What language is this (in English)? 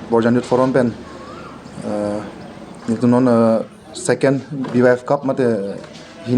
Karbi